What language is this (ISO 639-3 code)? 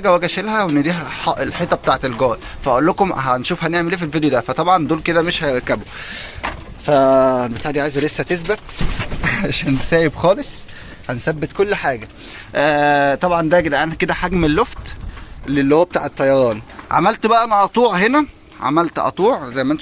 arz